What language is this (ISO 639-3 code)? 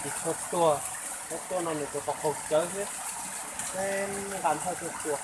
hmn